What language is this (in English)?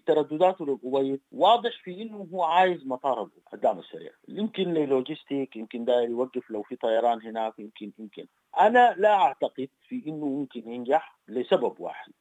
Sudanese Arabic